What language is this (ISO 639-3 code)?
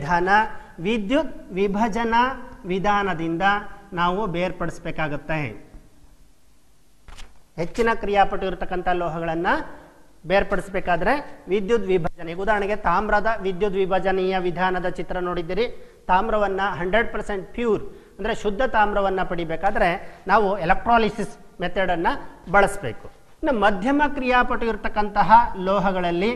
kan